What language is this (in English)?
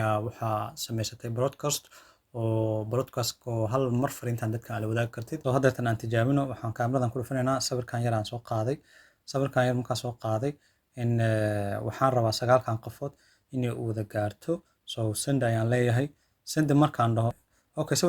Somali